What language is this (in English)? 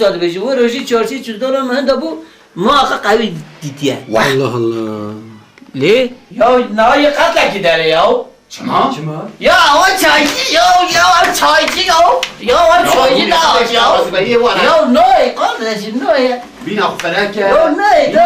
Kurdish